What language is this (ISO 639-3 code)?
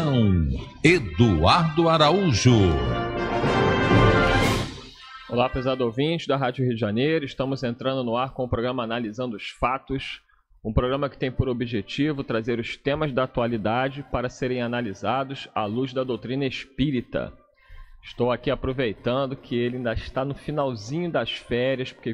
por